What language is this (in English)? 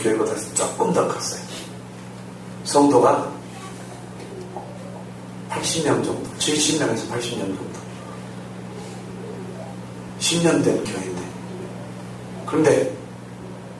Korean